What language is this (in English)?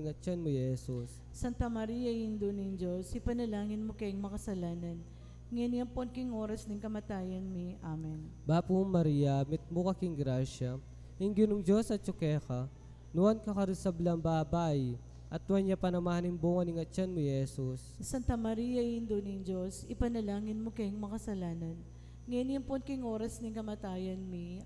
Pampanga